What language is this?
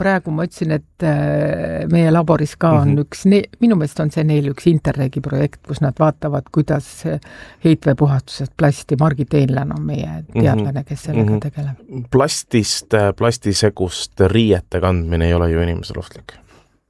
Estonian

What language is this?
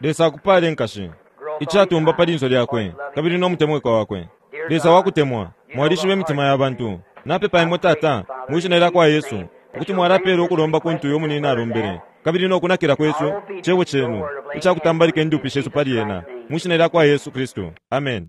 Bemba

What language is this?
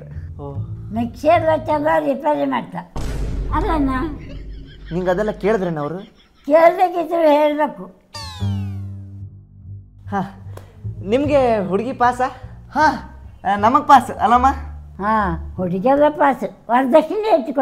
Kannada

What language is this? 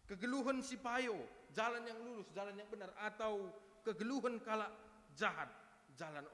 Batak Karo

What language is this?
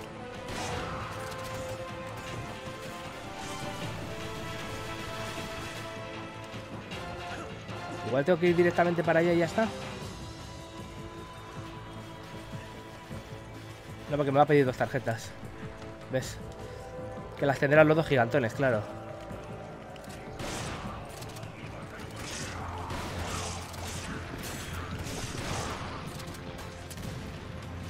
Spanish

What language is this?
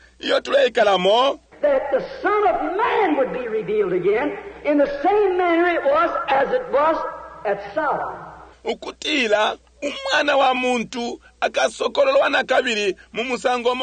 Bemba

